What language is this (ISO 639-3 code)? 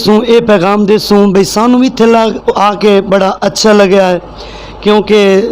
lah